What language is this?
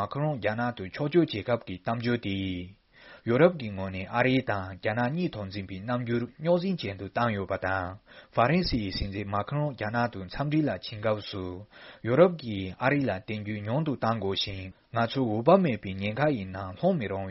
Tibetan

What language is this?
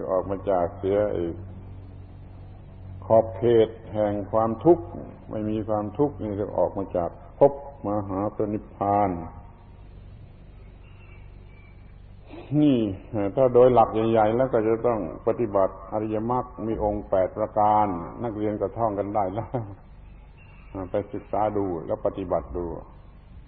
Thai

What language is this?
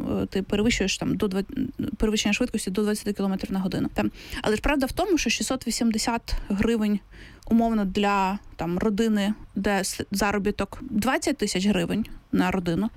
Ukrainian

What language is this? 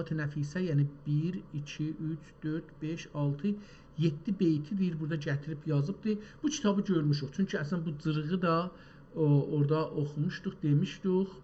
South Azerbaijani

